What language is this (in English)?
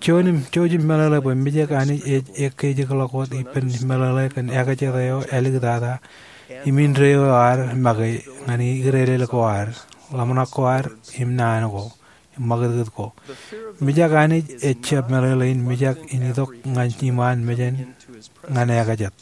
Marshallese